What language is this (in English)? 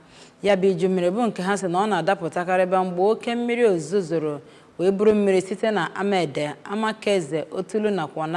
Igbo